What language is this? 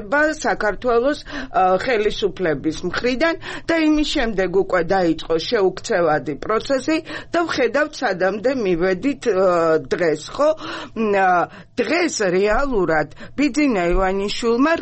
Georgian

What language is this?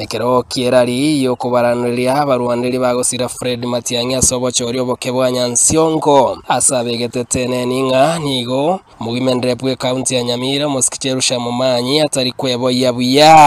Gusii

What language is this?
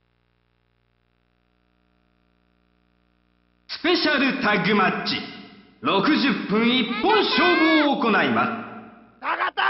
Japanese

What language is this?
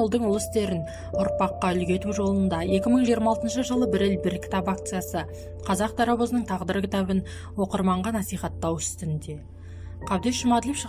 Kazakh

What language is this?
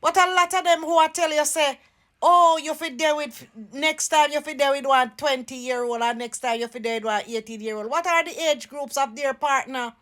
Jamaican Creole English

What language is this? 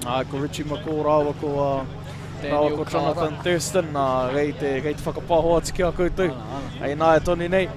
Māori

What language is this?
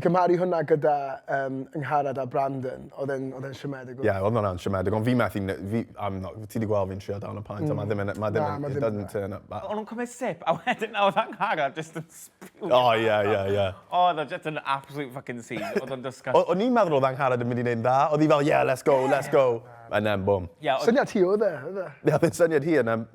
Welsh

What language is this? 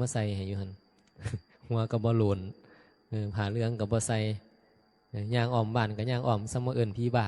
Northeastern Thai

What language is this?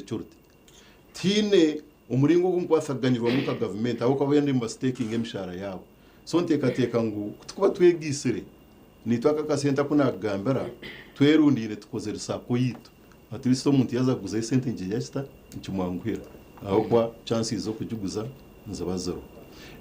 Nyankole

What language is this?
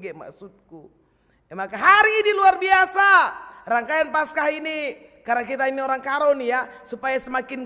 Batak Karo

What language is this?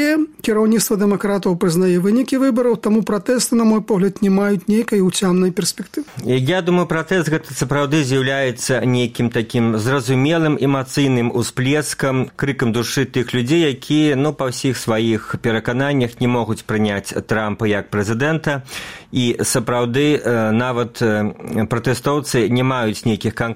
Belarusian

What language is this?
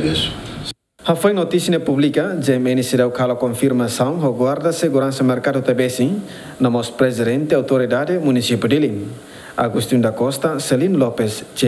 Tetum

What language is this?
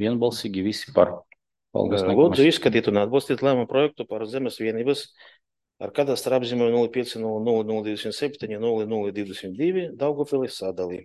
Latvian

